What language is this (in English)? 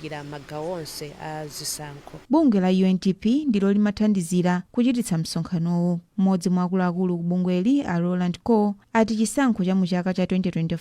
Nyanja